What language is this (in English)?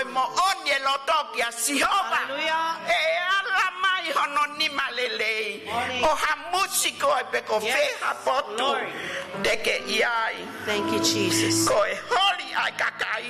Tongan